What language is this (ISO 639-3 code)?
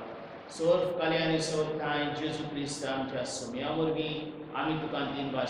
kok